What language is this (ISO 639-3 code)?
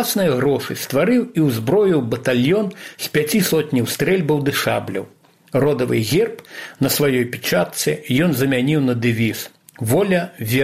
bel